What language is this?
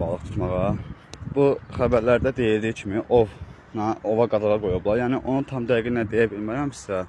Azerbaijani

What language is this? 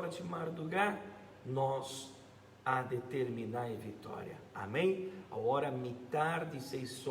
Papiamento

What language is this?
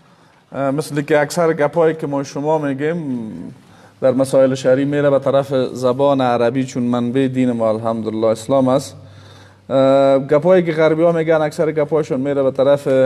Persian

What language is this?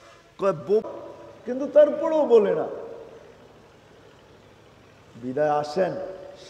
Bangla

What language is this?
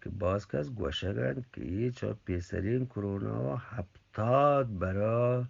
Eastern Balochi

